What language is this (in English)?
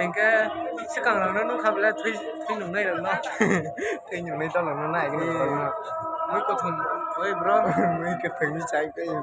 Kok Borok